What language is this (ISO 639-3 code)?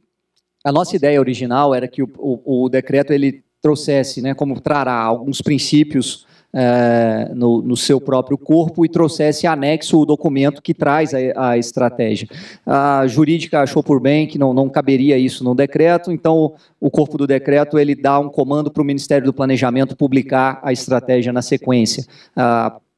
por